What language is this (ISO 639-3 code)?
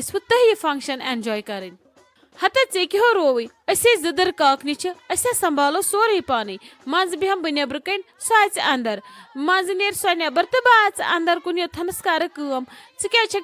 kas